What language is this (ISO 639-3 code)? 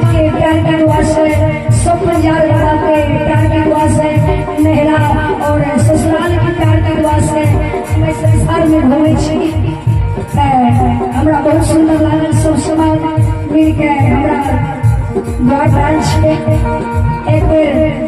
mai